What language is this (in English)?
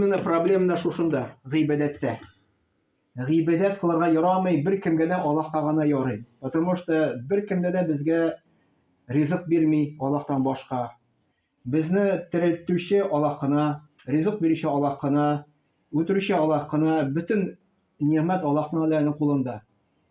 Tatar